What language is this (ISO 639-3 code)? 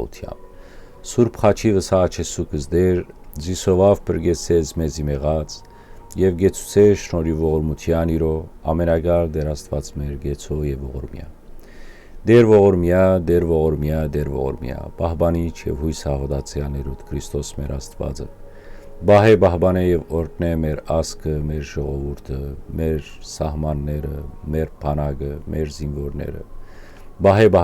hyw